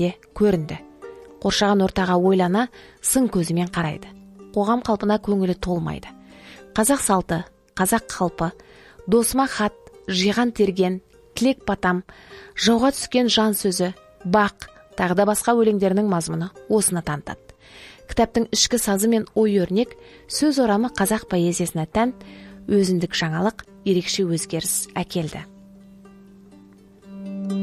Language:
Kazakh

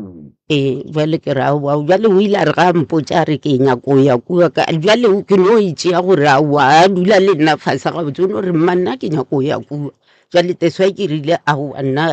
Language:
Northern Sotho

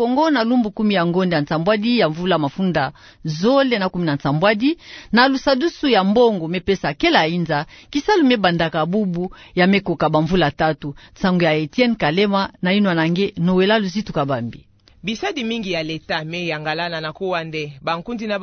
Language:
Kituba (Democratic Republic of Congo)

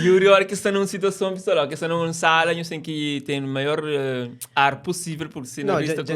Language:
Kabuverdianu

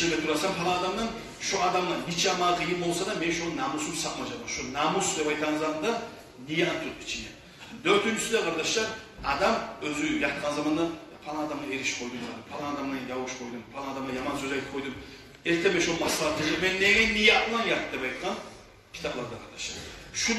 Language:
Kumyk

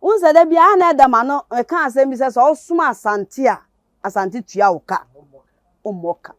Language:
Akan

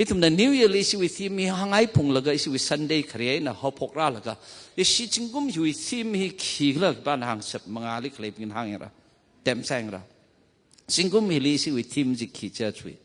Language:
Tangkhul Naga (India)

